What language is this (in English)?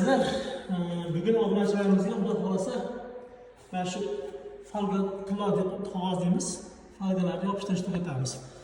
Uzbek